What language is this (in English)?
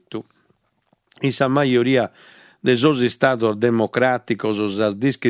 Sardinian